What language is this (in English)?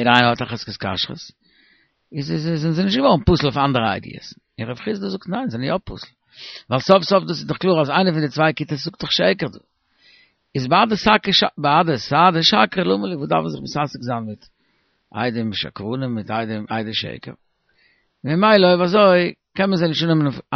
Yiddish